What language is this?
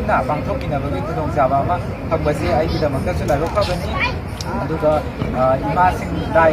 Manipuri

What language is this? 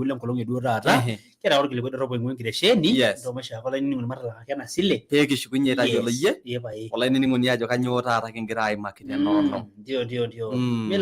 Masai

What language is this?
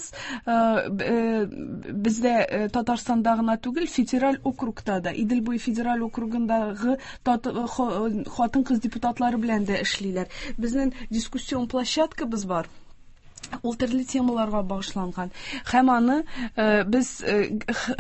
Tatar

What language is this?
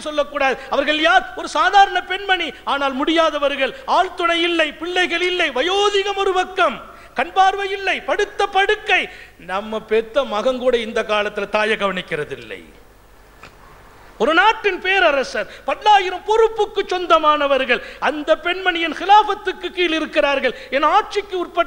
Tamil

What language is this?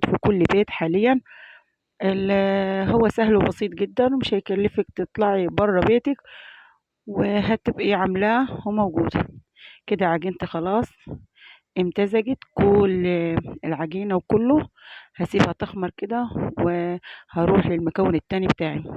Egyptian Arabic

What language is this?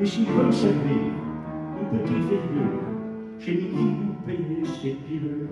Picard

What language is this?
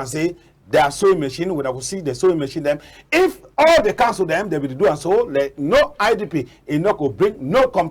Cameroon Pidgin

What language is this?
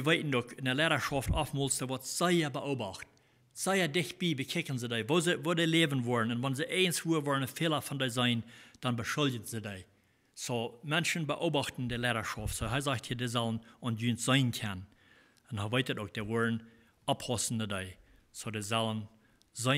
Plautdietsch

